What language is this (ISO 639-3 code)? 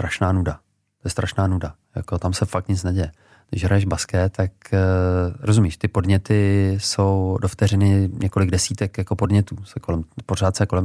ces